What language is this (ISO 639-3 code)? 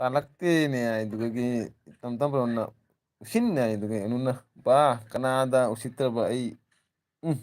mni